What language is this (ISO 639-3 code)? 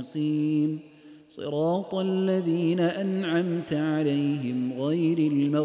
ara